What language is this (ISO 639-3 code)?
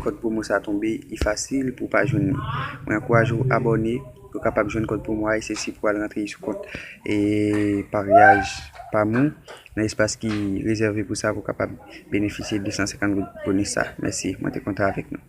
hat